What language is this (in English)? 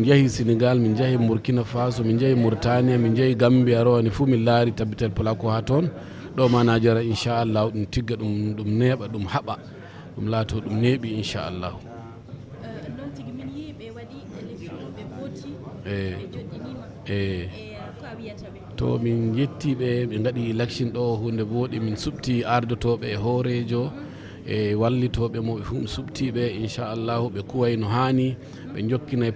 Fula